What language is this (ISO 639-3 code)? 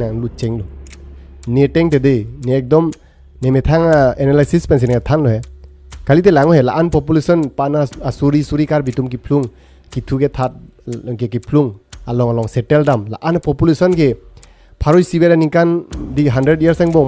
mjw